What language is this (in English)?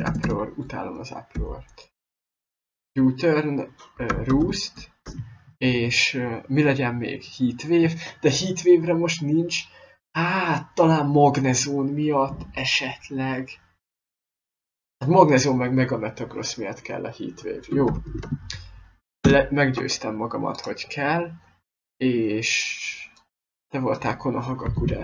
Hungarian